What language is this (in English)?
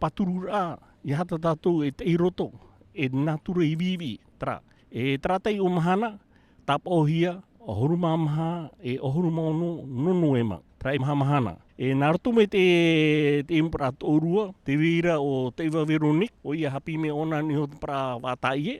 Tahitian